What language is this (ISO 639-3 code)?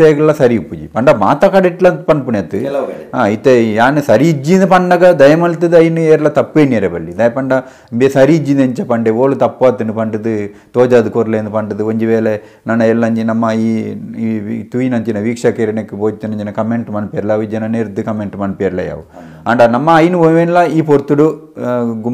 tcy